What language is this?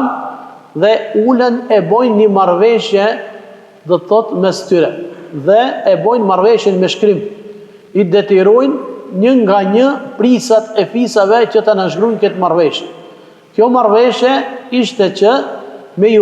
Albanian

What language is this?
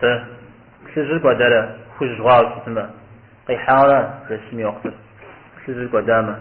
Kabardian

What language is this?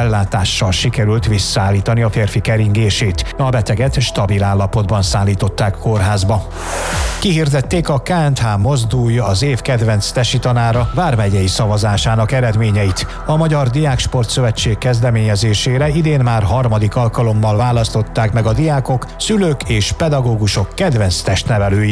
Hungarian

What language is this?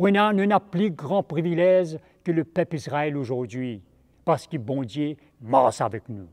Morisyen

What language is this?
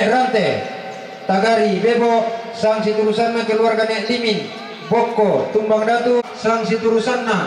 Toraja-Sa'dan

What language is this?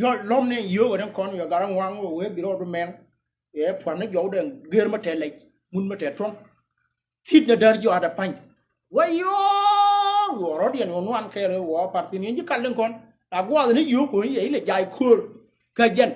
Nuer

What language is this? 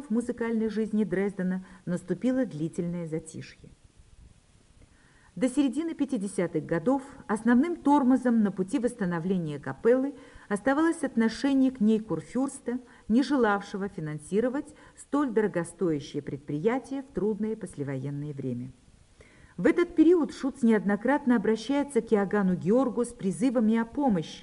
Russian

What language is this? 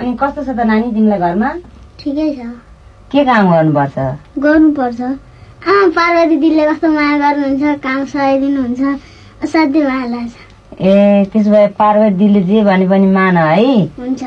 Nepali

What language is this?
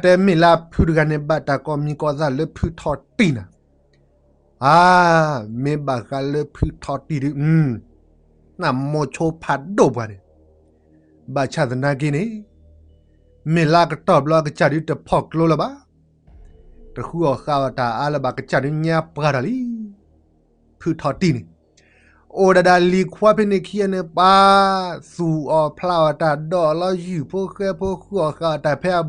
S'gaw Karen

